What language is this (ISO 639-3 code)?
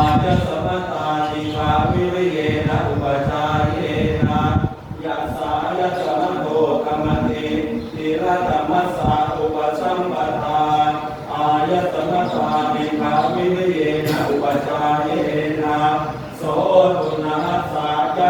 pli